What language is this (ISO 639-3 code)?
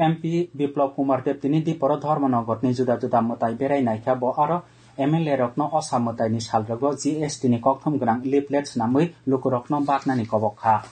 trp